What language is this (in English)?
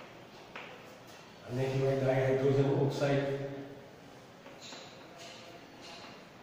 Gujarati